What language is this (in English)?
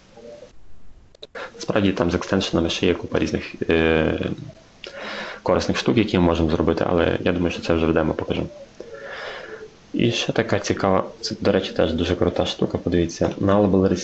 Ukrainian